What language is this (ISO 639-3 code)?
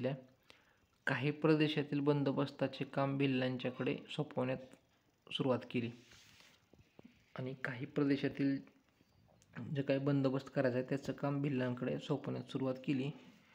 mar